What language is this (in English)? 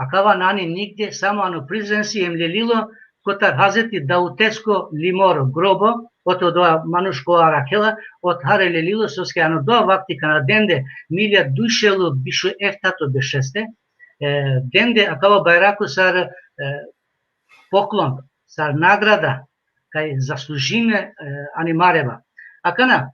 Balkan Romani